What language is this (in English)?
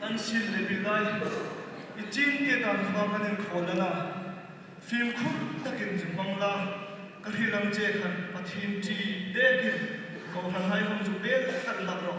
Hmar